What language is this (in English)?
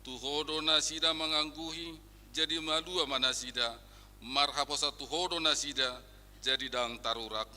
Batak Toba